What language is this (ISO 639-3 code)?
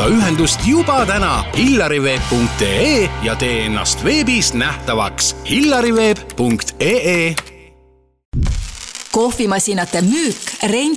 est